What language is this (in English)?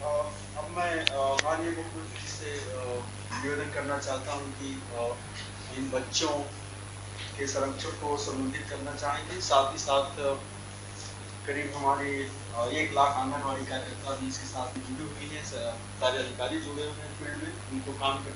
Hindi